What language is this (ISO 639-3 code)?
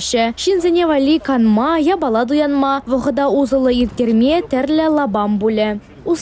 chv